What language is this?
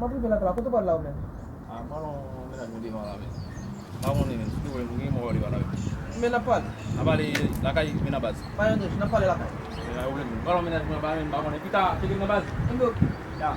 Haitian Creole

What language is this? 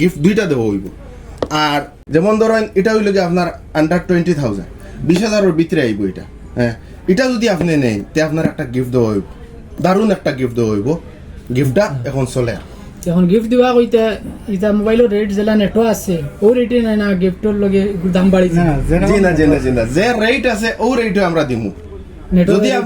Sylheti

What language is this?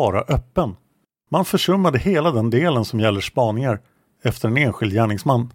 Swedish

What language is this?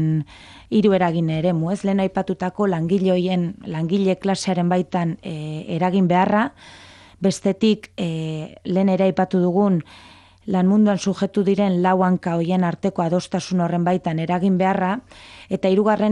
Basque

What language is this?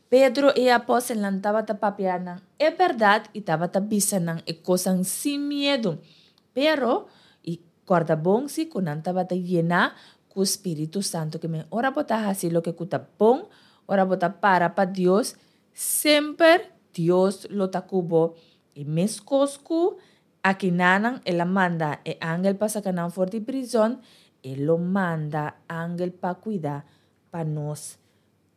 Papiamento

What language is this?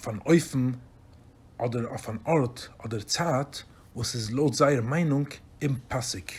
Yiddish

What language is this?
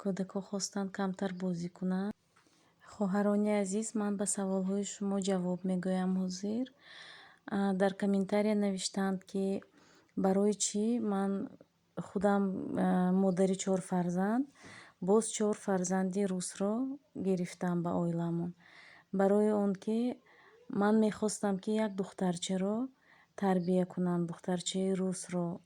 Tajik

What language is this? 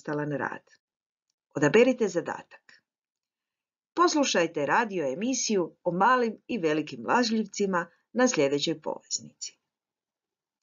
Croatian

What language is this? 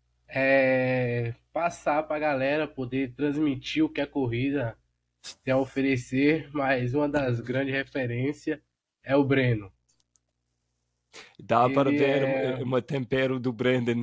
Portuguese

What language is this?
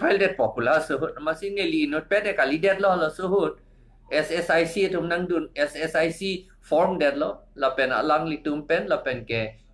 Karbi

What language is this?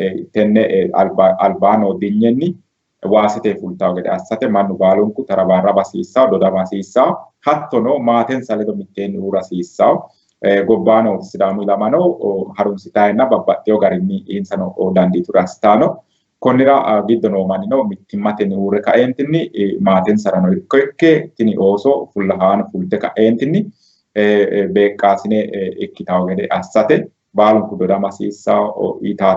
Sidamo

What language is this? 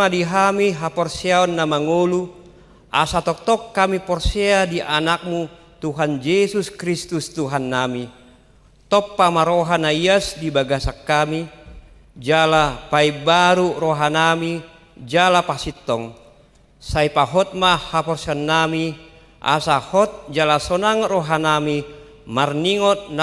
Batak Toba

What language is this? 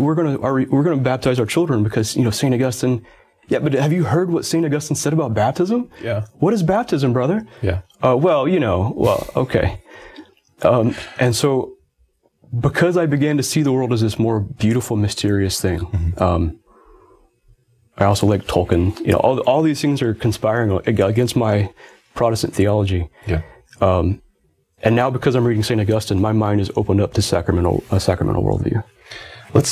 English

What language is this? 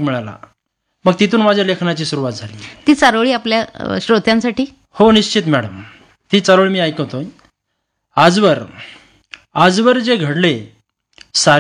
Marathi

